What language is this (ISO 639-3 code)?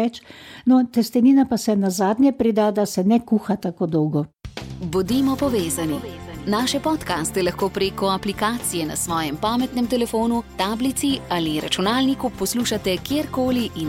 slv